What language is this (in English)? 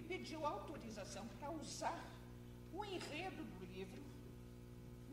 Portuguese